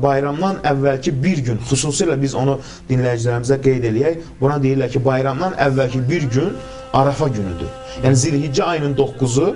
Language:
Azerbaijani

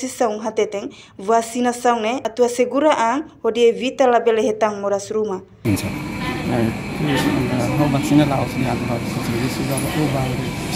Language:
Tetum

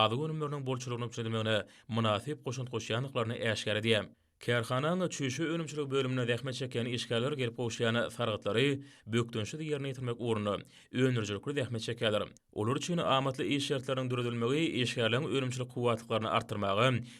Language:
Turkmen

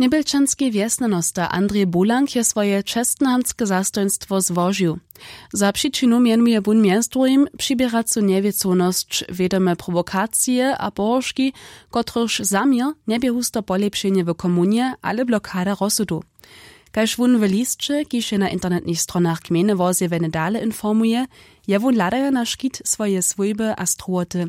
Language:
Upper Sorbian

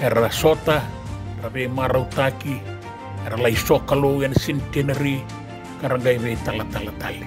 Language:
Fijian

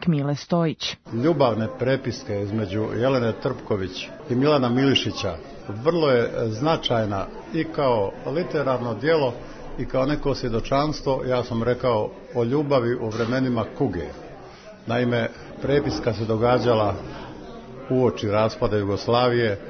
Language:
Serbian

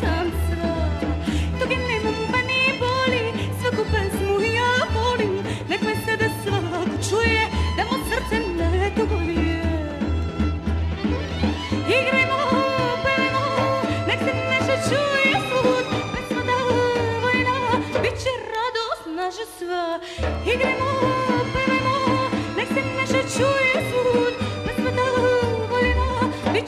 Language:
Serbian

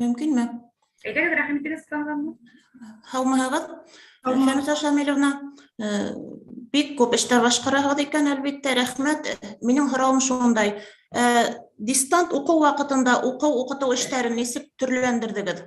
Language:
Bashkir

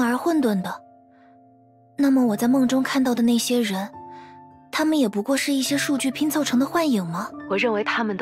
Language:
Chinese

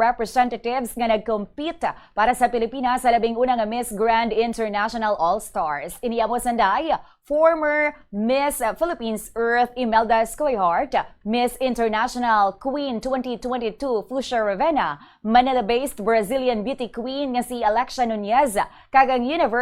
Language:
Hiligaynon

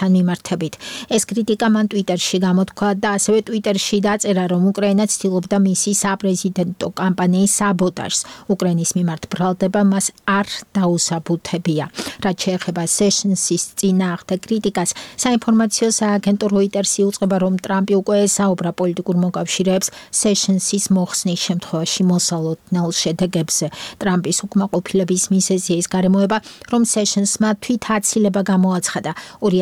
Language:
Georgian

